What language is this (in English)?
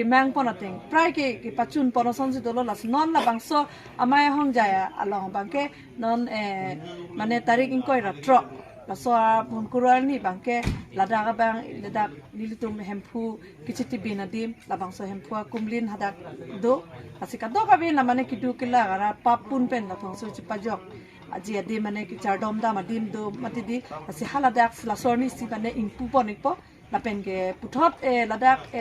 Karbi